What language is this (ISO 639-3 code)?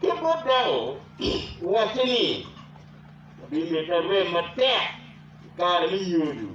ach